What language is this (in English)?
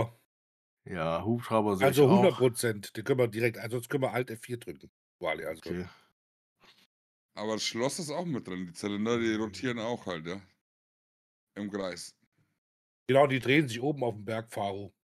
German